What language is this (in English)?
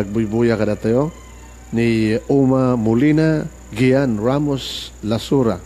Iloko